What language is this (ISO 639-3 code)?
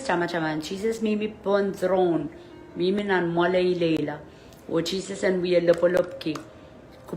pon